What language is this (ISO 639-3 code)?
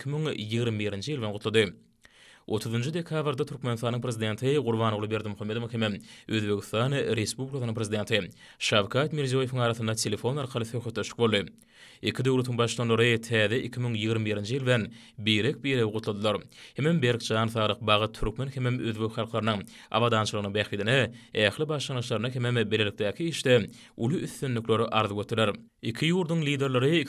tuk